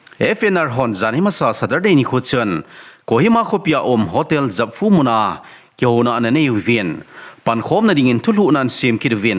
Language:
Thado Chin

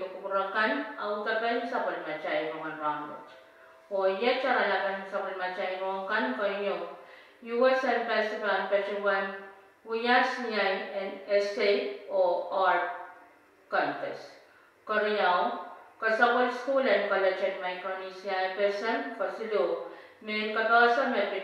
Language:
Pohnpeian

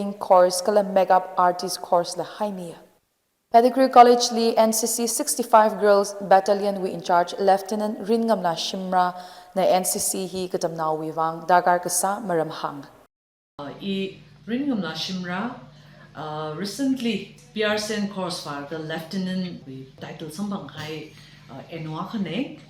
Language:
Tangkhul Naga (India)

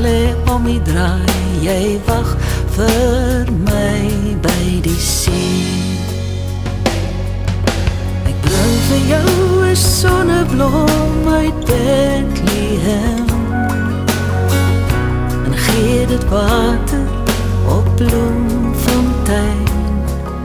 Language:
Afrikaans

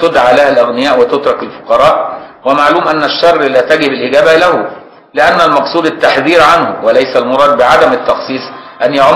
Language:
Arabic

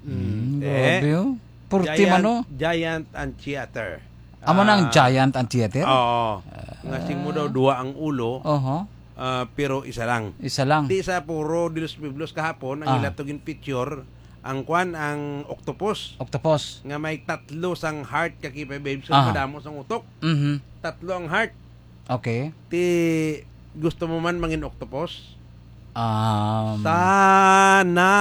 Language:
Hiligaynon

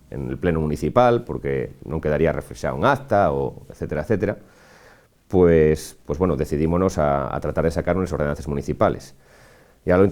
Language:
Asturian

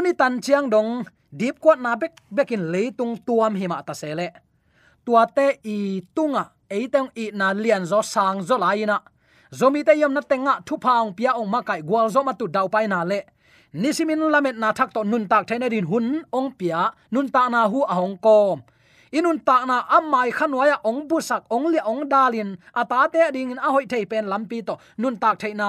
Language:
Tedim Chin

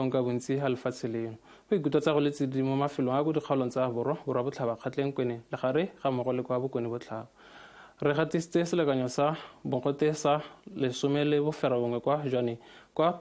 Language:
Tswana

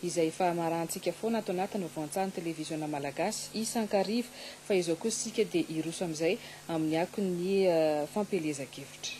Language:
Malagasy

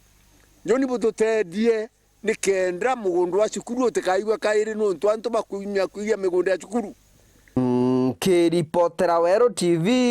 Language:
Meru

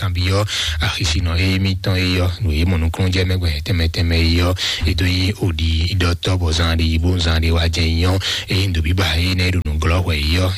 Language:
Fon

